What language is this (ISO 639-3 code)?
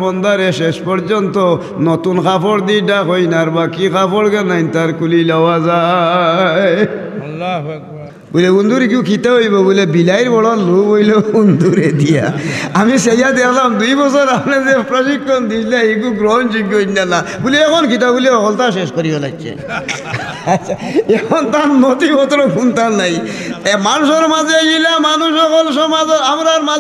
syl